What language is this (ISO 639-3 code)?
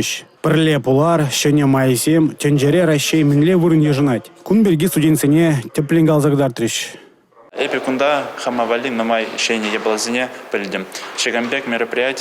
chv